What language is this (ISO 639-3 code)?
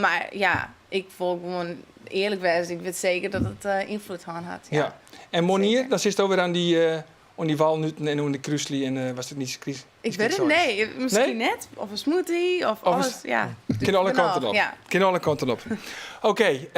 fry